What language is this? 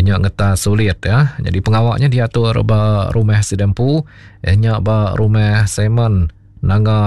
Iban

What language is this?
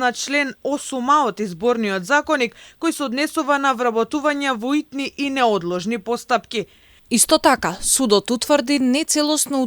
Macedonian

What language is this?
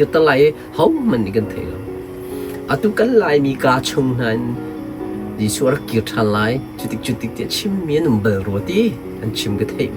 Hakha Chin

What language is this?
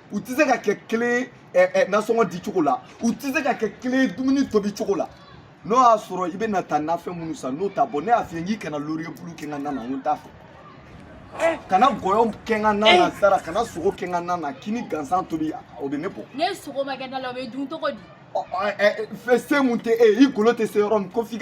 Bambara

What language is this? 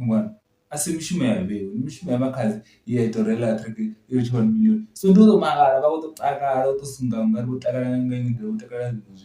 Venda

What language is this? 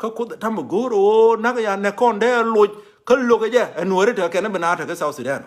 Nuer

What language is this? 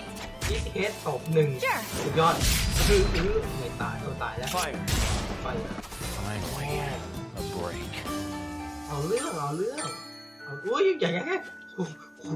Thai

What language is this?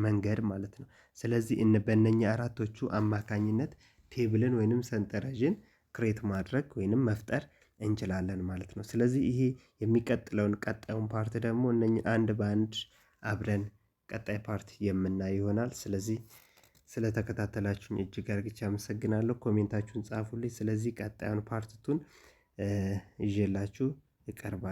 Amharic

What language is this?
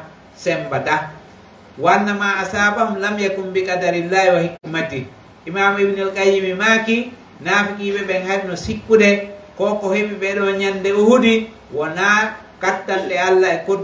Pular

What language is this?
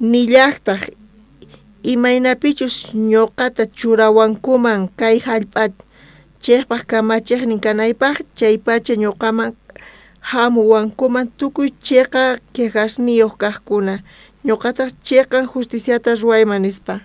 South Bolivian Quechua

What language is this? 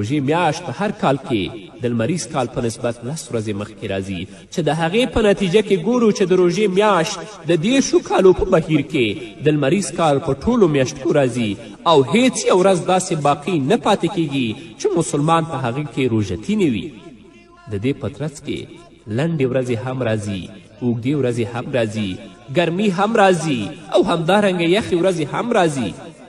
Pashto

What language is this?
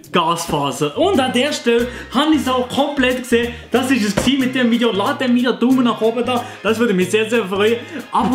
Swiss German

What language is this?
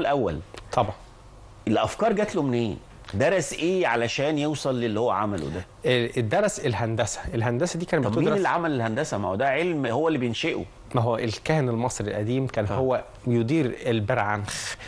Egyptian Arabic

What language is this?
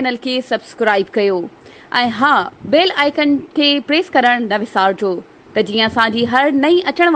Sindhi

